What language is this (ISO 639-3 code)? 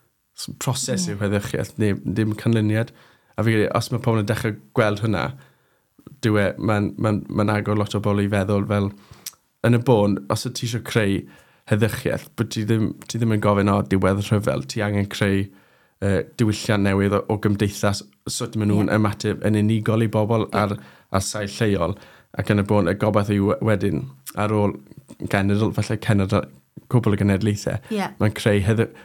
cym